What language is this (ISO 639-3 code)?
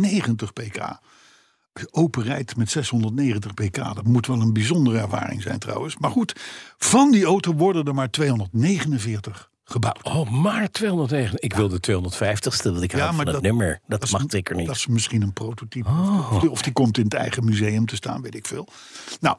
nld